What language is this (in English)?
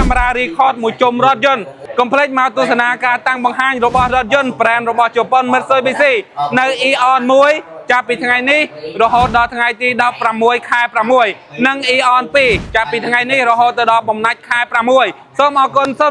Khmer